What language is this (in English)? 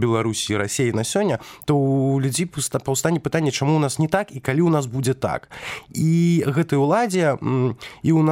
Belarusian